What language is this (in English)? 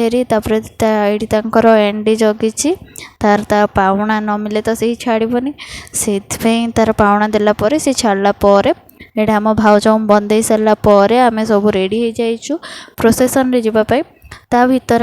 Odia